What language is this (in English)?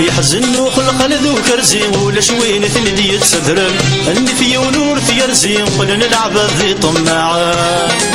Kabyle